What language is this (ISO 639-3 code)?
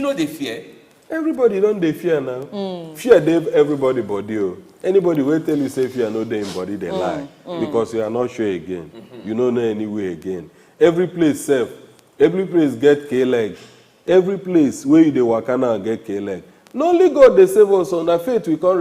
pcm